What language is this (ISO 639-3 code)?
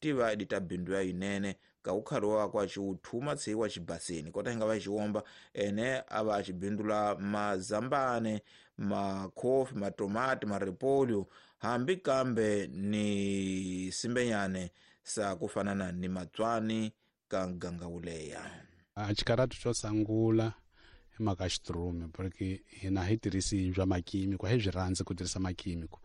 tso